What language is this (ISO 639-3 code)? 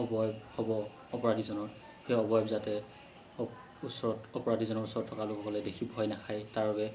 asm